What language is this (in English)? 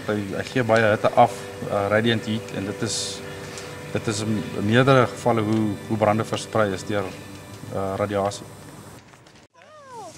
Afrikaans